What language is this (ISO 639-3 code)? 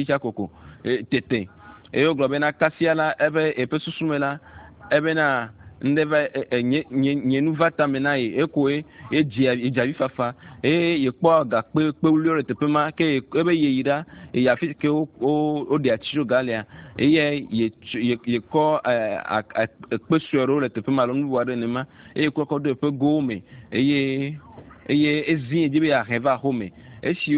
ewe